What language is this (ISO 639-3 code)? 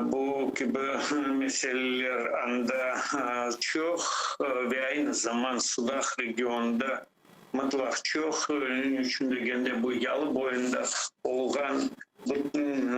crh